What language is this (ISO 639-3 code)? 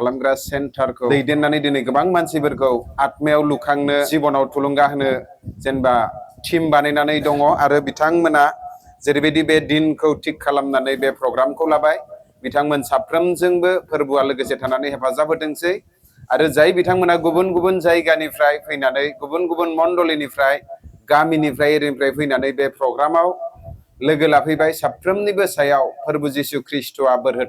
brx